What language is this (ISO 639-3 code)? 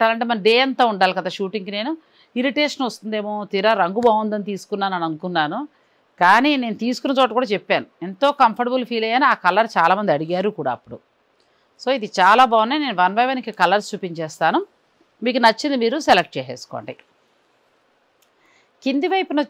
tel